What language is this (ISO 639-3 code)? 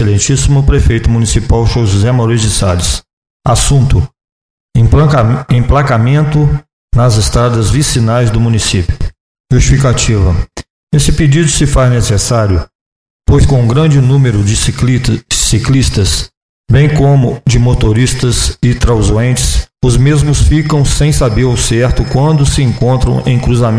por